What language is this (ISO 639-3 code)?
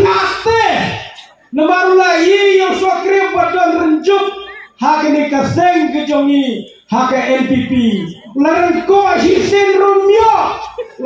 kha